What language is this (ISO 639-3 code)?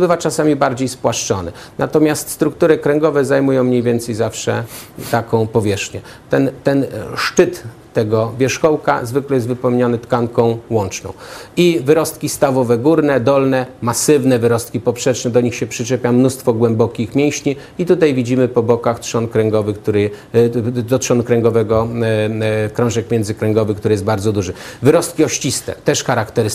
pol